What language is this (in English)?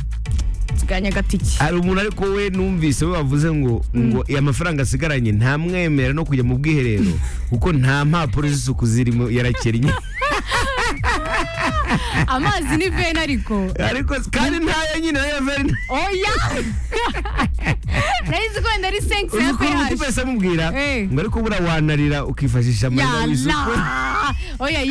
Kinyarwanda